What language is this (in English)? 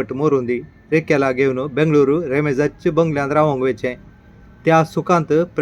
Konkani